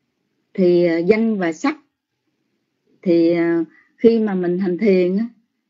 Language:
Vietnamese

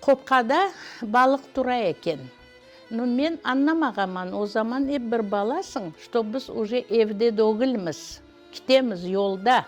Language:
Crimean Tatar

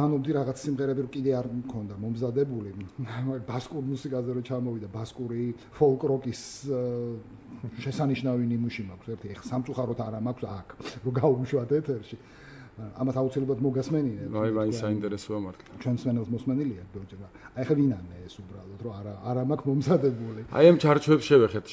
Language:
Georgian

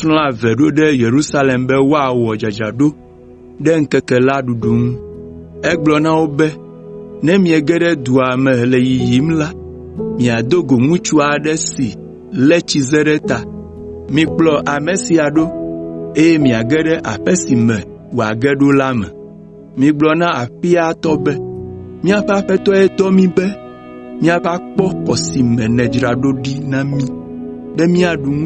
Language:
Ewe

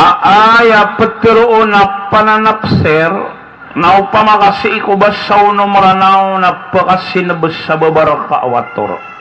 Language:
Maranao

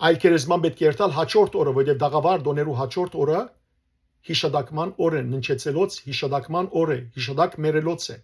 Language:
Western Armenian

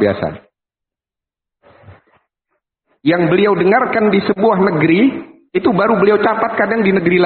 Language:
Indonesian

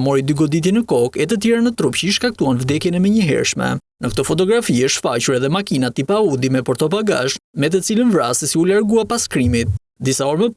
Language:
Albanian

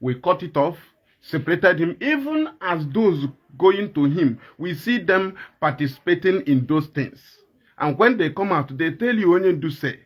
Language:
Igbo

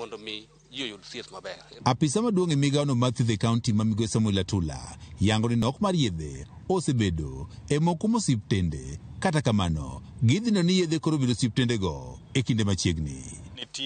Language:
Luo (Kenya and Tanzania)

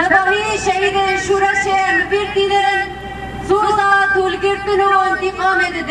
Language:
Kurdish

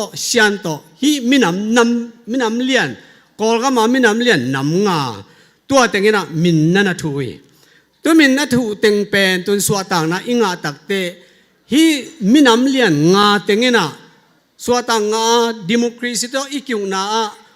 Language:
Tedim Chin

